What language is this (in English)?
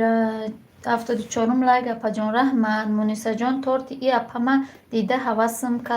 Tajik